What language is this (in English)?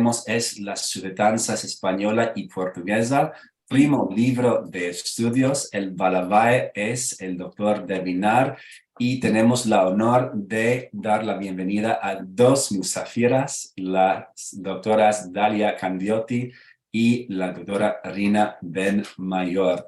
Ladino